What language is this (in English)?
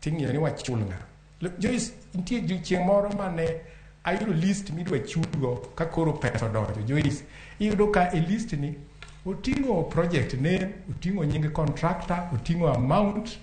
Luo (Kenya and Tanzania)